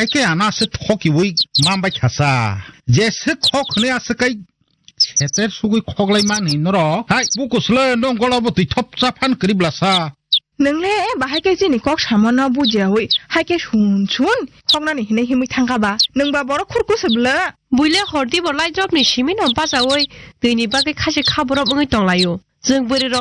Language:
Kok Borok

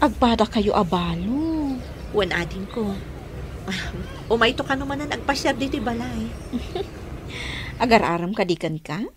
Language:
Iloko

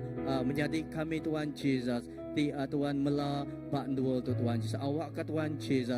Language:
Iban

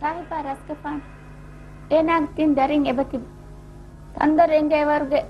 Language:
Divehi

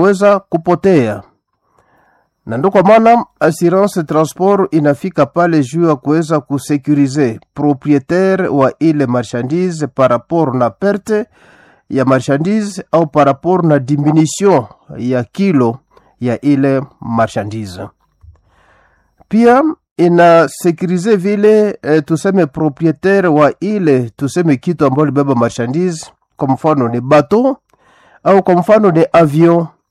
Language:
Swahili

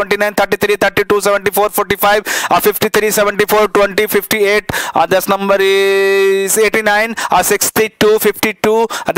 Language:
Hindi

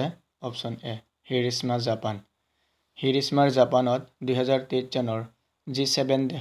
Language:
Assamese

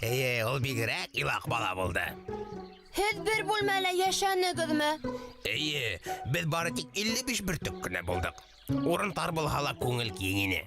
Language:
Bashkir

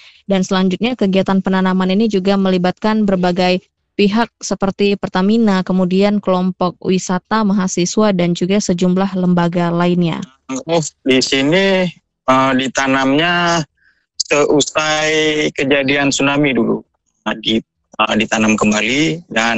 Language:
Indonesian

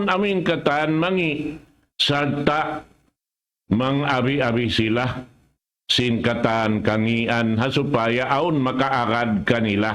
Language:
Tausug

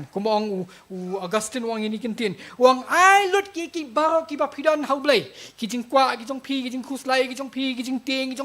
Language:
Khasi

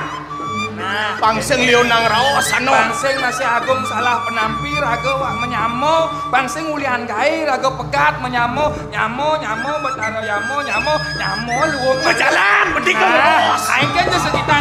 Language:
Balinese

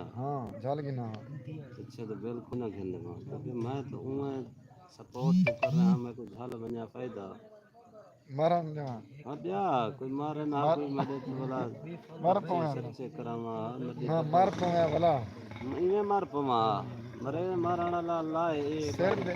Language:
Saraiki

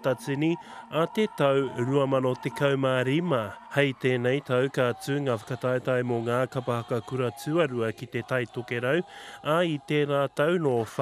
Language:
Māori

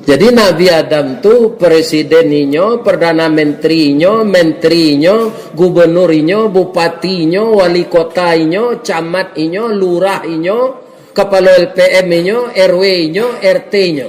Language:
Minangkabau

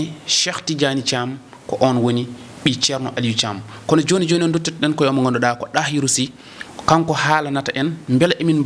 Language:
Fula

